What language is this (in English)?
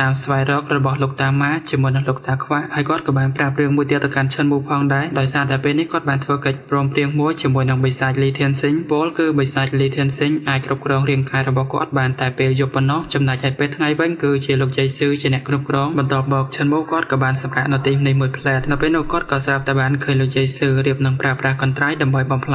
Khmer